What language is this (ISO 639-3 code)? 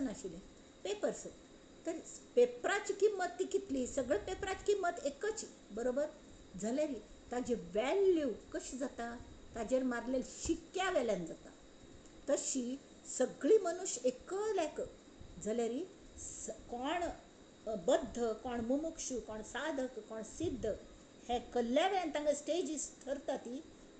kok